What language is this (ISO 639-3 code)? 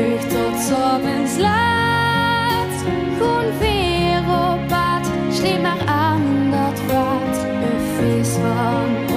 lim